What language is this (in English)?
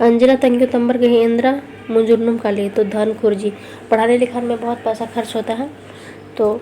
Kurukh